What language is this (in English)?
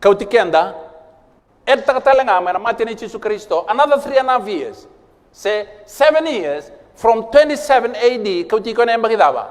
Fijian